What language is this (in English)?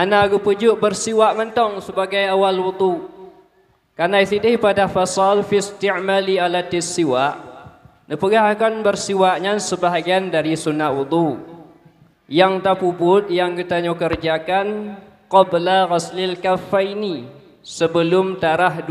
Achinese